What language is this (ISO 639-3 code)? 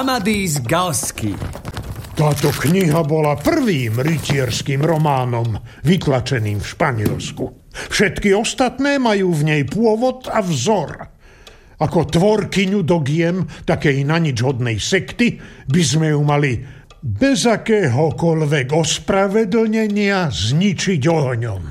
slk